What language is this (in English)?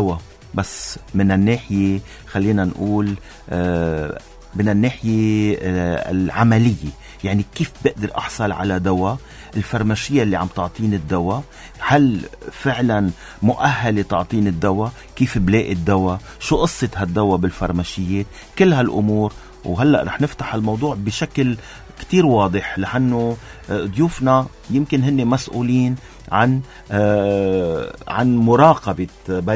North Levantine Arabic